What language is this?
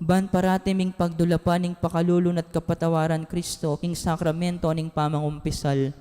Pampanga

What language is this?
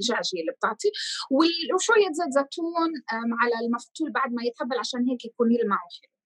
North Levantine Arabic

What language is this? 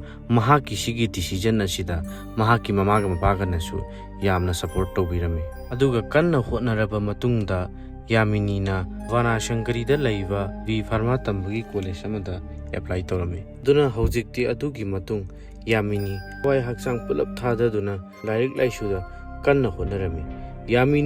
Manipuri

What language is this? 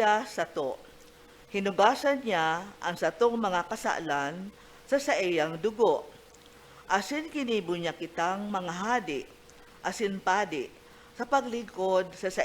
Bikol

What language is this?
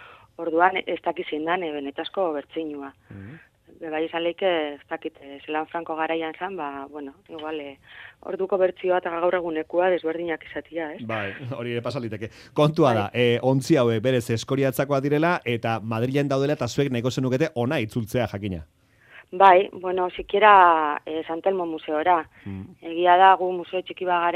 Basque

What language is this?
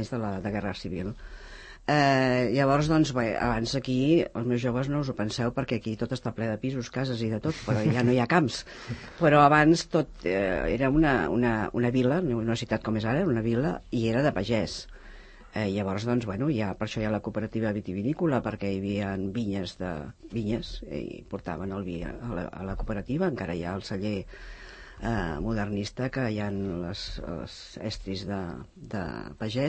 Catalan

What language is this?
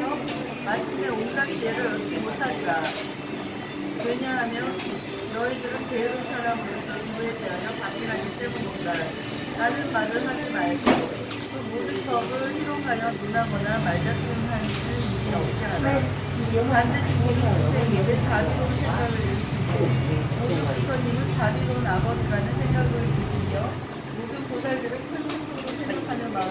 Korean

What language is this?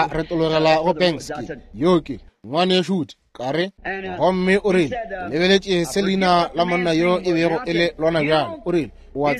Northern Sotho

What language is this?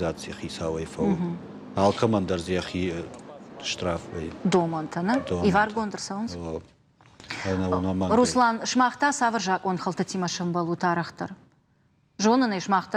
Ossetic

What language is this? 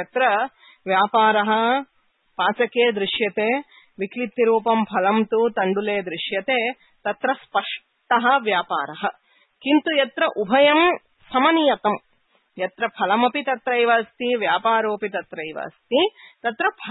Sanskrit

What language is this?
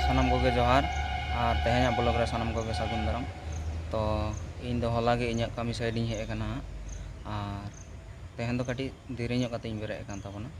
Santali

